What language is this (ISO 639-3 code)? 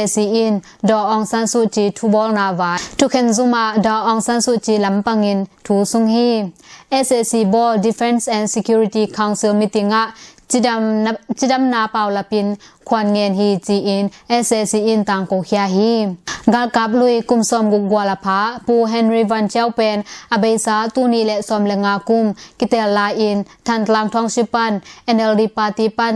ctd